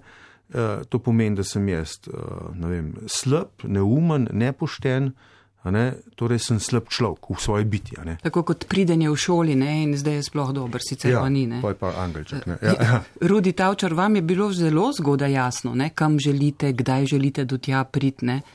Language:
Slovenian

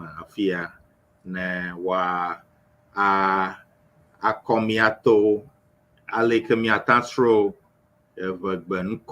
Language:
Ewe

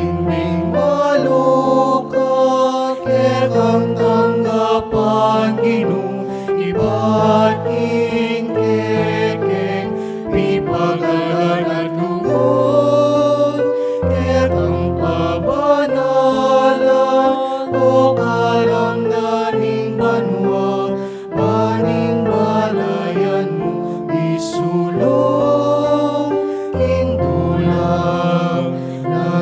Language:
Pampanga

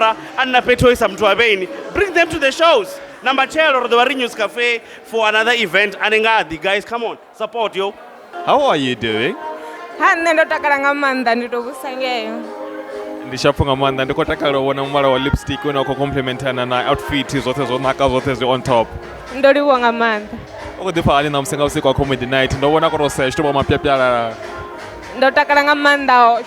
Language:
Venda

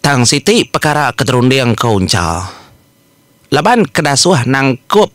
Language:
Iban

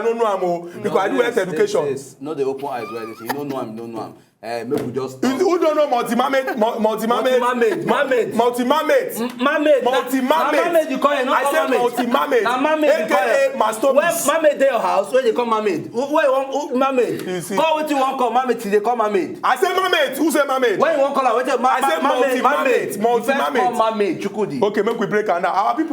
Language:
Nigerian Pidgin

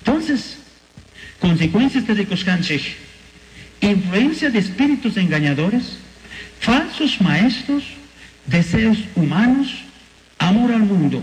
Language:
Chimborazo Highland Quichua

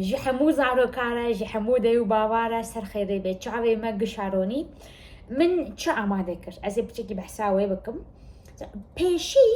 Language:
Kurdish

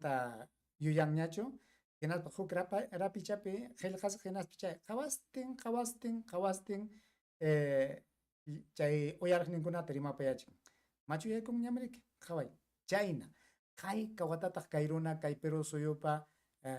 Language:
Ayacucho Quechua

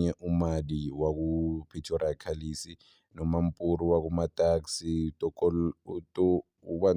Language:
Zulu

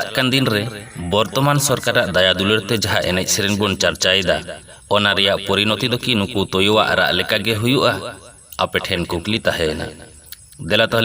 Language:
Santali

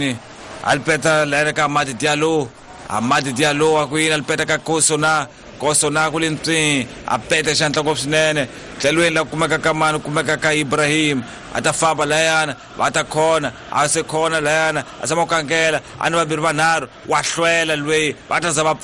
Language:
Tsonga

